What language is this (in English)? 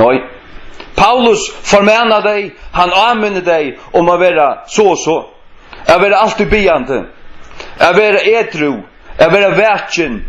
Faroese